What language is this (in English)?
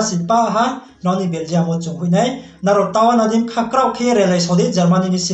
Riang (India)